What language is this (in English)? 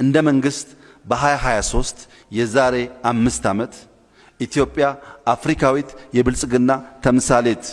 Amharic